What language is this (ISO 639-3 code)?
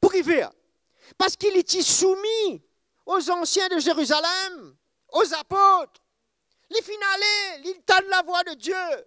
mfe